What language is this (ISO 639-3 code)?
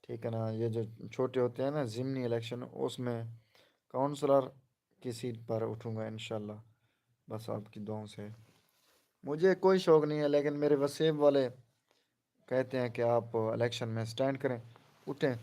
skr